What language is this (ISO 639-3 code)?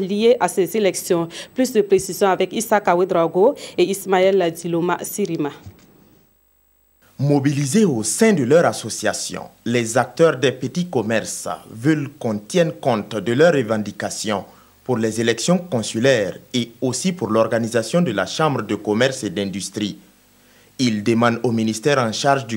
fra